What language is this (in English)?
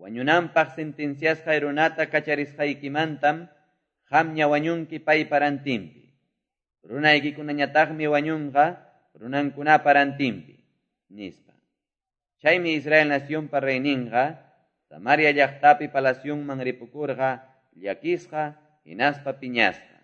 Quechua